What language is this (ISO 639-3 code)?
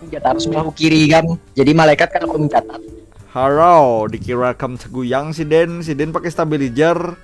bjn